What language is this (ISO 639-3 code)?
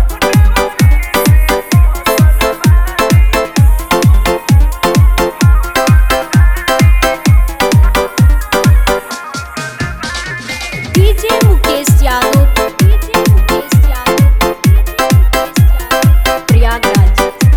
bho